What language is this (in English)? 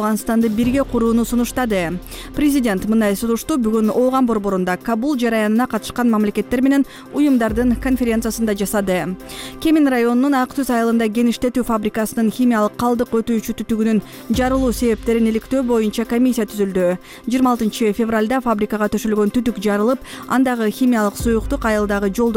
Kyrgyz